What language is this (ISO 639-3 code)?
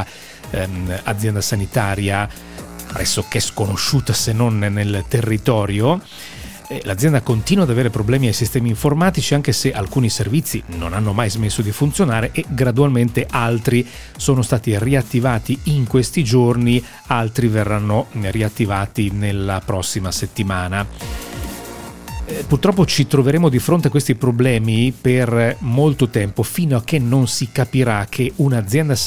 ita